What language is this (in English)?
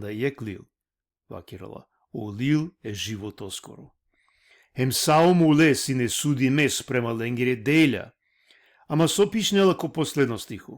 Balkan Romani